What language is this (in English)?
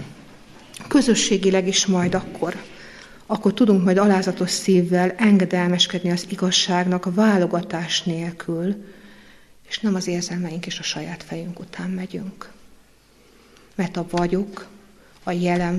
Hungarian